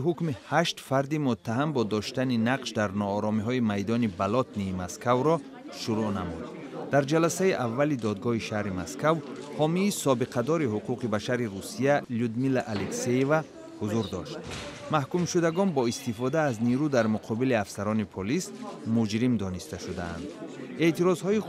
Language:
Tajik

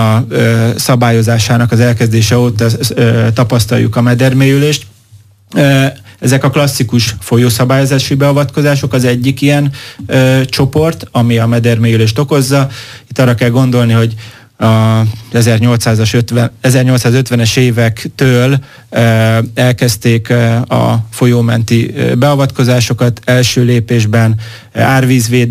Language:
Hungarian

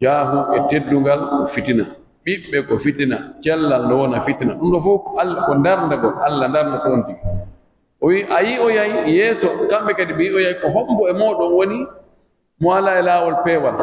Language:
Pular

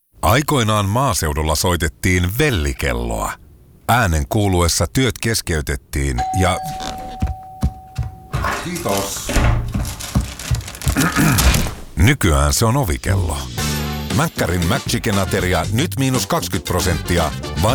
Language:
Finnish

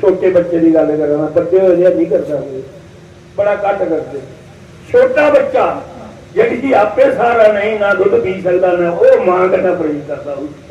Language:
Dogri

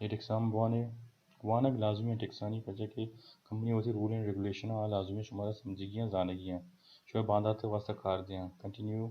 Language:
Baluchi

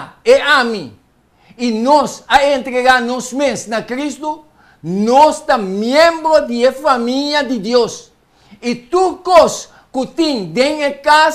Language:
Papiamento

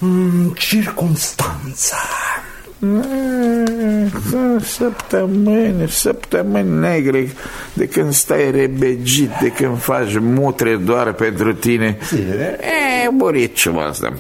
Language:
Romanian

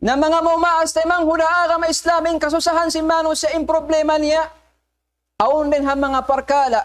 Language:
Tausug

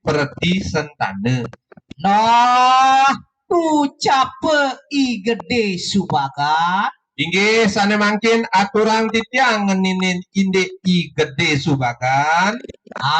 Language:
Balinese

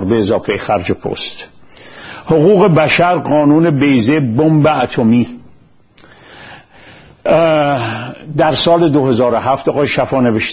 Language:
Persian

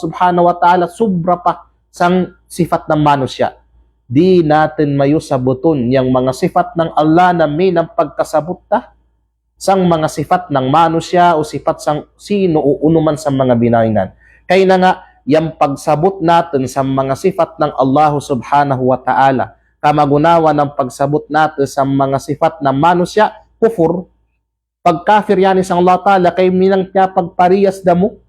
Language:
Kalagan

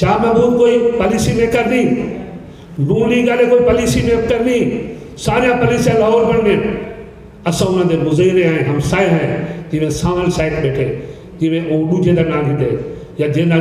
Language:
Saraiki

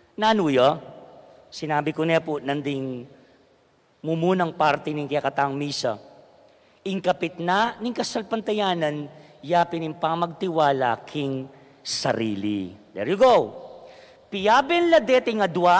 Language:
Pampanga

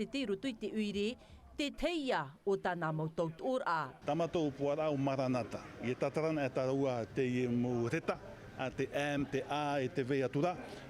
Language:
Tahitian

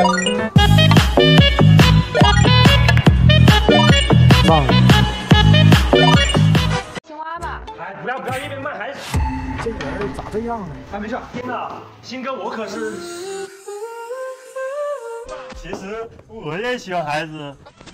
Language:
Chinese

